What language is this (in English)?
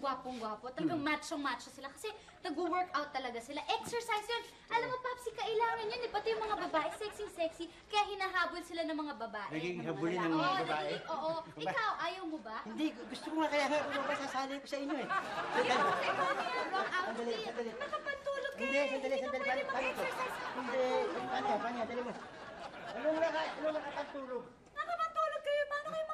Filipino